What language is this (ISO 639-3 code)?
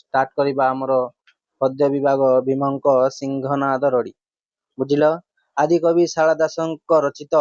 ori